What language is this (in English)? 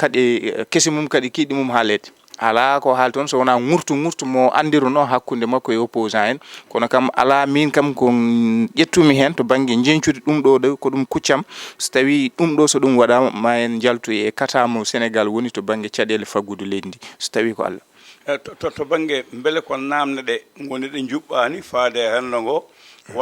Fula